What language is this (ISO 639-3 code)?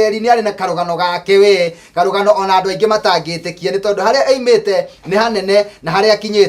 kik